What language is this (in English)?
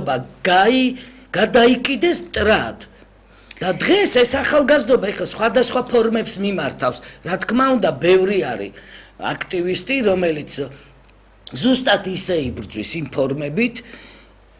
Georgian